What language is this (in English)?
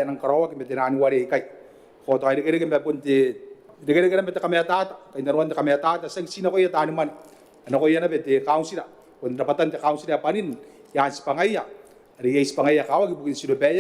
Gilbertese